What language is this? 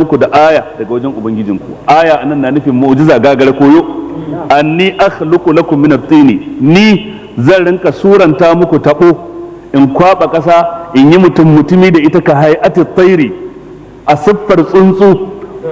Hausa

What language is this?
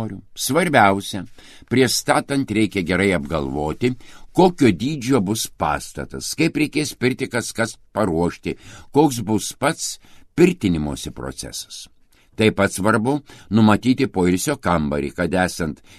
Lithuanian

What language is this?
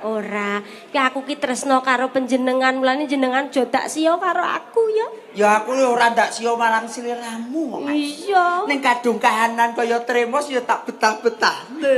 Javanese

